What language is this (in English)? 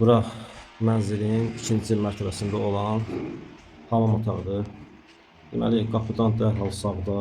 Azerbaijani